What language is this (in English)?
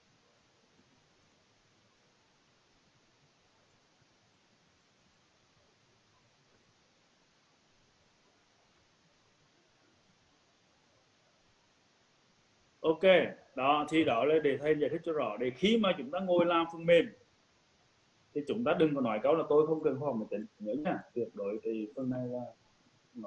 Vietnamese